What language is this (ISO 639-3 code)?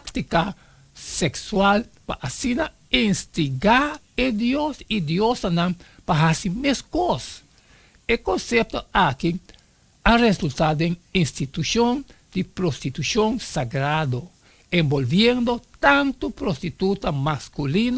pap